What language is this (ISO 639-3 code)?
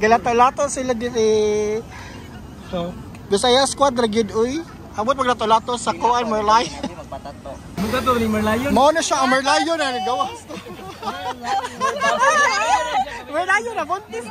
ceb